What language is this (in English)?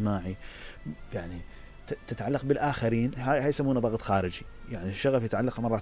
Mesopotamian Arabic